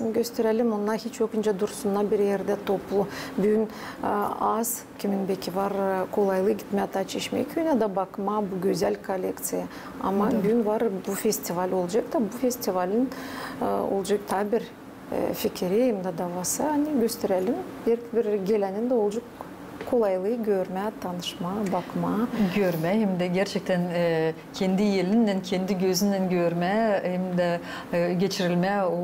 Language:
Gagauz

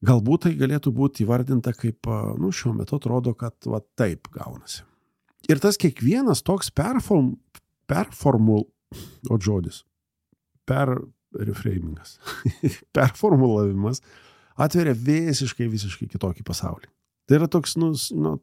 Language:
Lithuanian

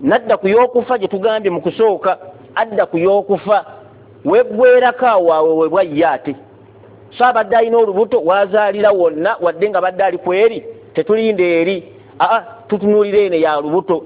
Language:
Ganda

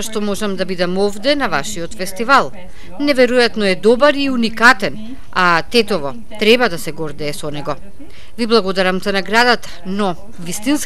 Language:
Macedonian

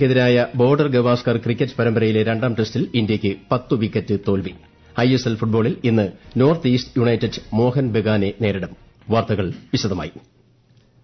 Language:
Malayalam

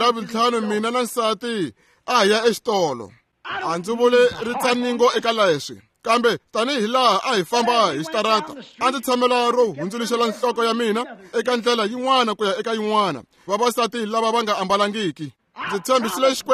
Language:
Tsonga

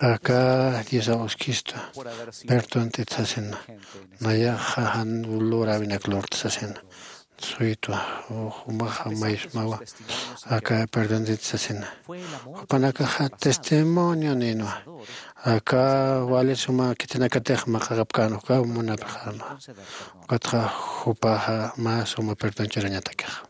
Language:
Aymara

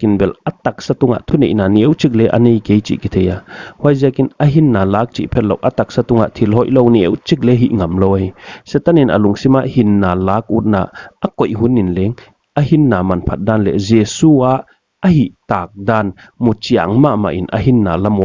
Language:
Paite Chin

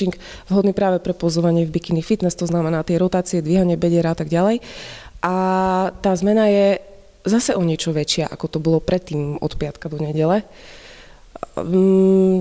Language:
Slovak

